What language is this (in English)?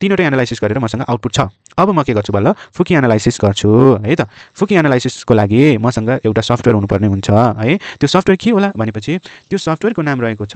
Nepali